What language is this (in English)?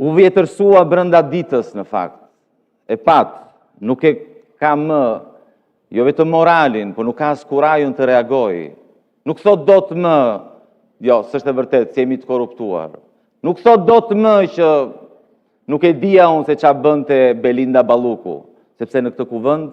Albanian